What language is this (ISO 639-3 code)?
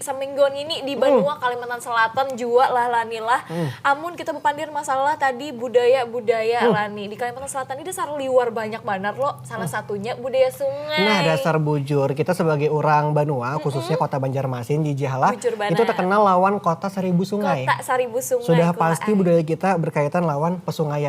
bjn